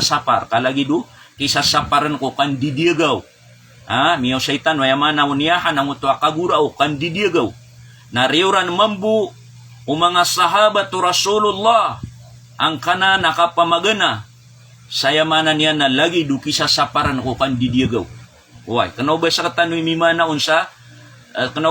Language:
Maranao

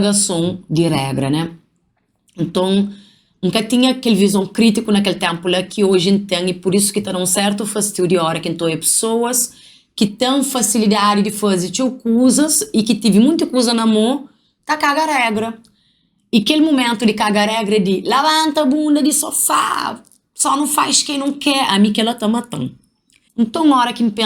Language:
Kabuverdianu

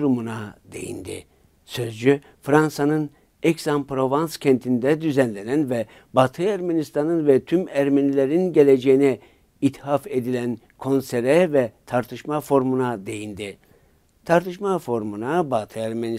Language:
Turkish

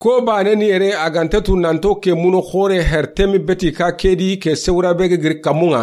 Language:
Soninke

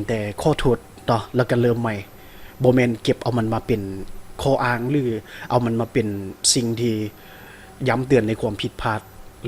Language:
Lao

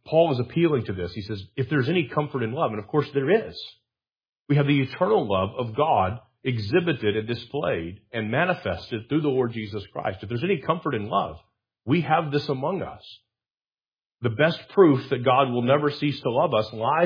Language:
English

